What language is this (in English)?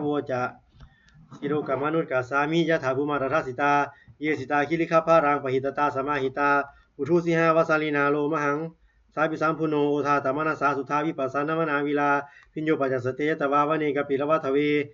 Pali